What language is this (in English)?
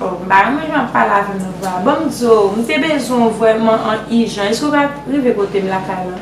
Haitian Creole